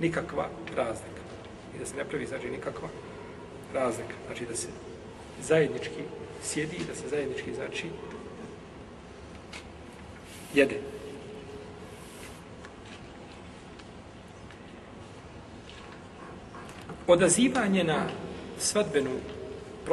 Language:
Bosnian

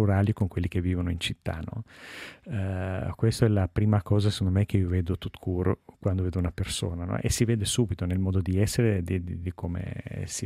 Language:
Italian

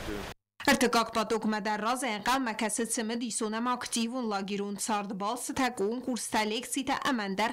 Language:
Ossetic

